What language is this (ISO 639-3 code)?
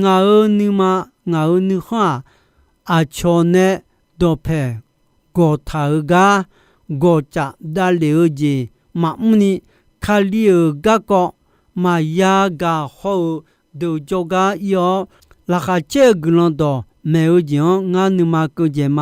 ahk